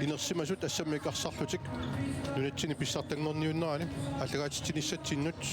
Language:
Kalaallisut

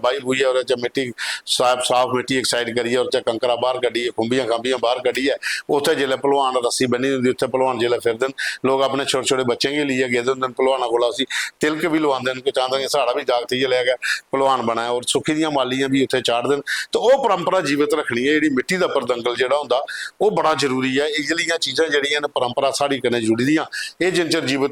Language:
Dogri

